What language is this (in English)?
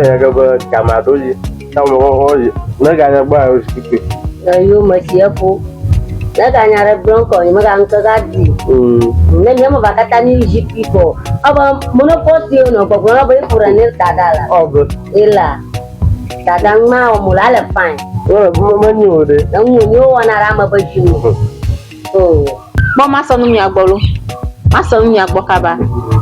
Ewe